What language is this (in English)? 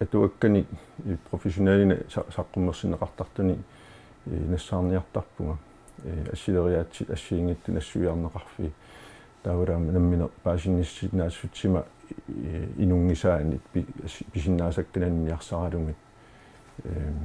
Kalaallisut